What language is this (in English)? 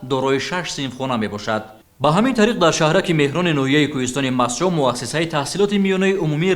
Tajik